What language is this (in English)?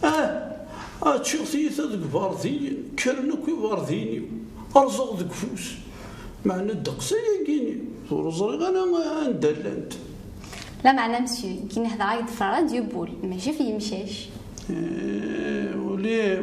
Kabyle